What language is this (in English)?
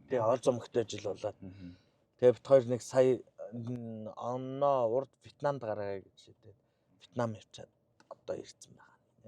Mongolian